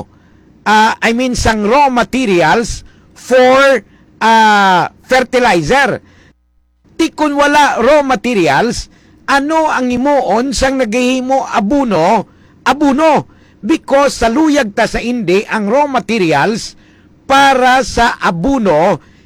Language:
Hiligaynon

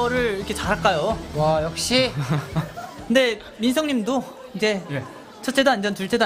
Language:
Korean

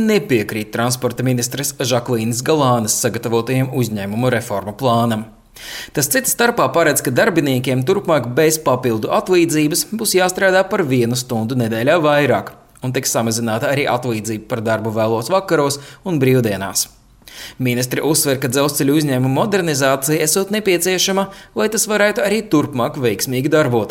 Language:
Latvian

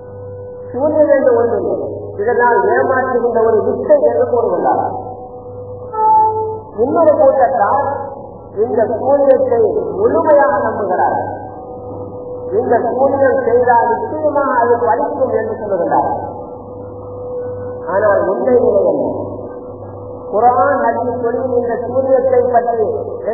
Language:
Tamil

